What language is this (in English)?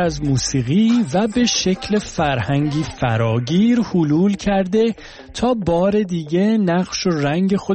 Persian